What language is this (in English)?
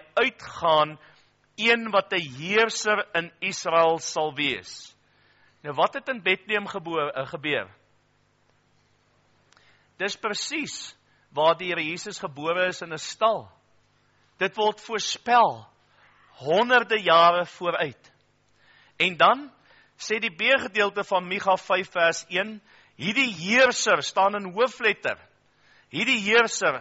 Afrikaans